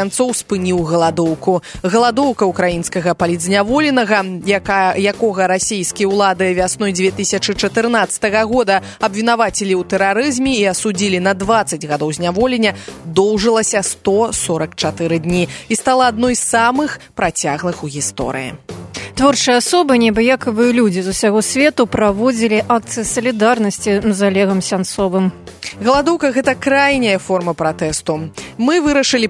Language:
Belarusian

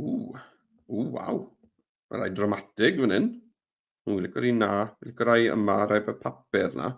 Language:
Welsh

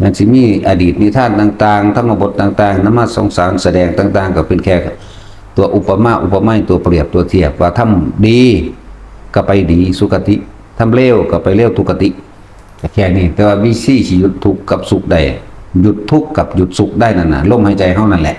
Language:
Northeastern Thai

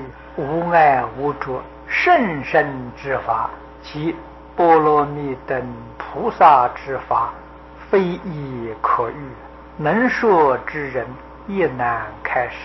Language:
Chinese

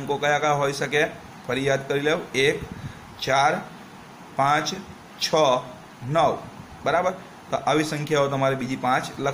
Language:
Gujarati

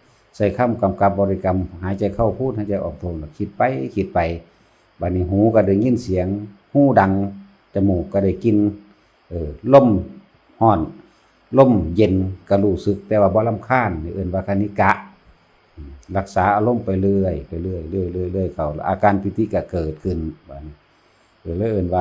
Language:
Northeastern Thai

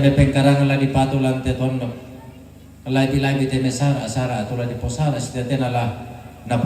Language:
Toraja-Sa'dan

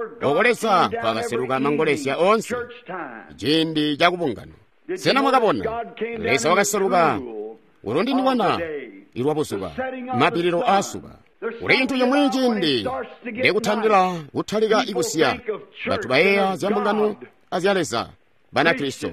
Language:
Tonga (Zambia)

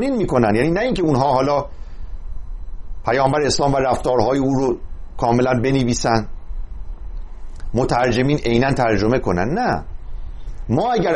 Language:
Persian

